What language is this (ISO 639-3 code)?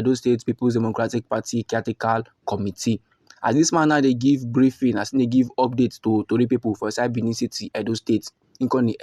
pcm